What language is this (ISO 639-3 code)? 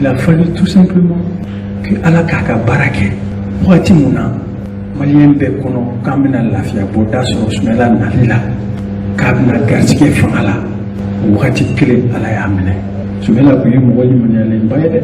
bam